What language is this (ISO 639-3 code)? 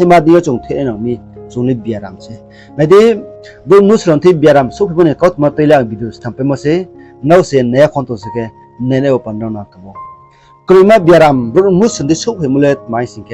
ria